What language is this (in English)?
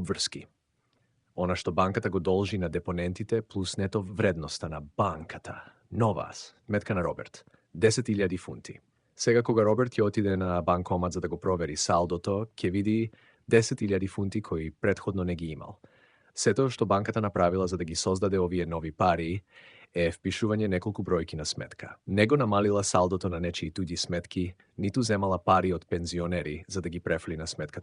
Macedonian